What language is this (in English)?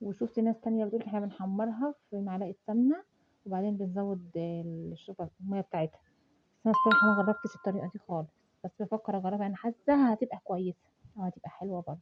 Egyptian Arabic